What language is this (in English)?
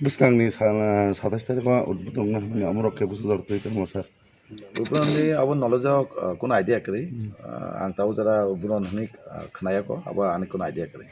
Kok Borok